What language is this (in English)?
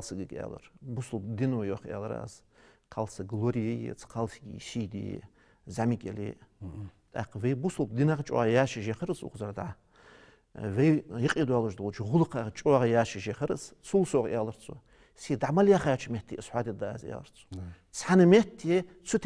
Ingush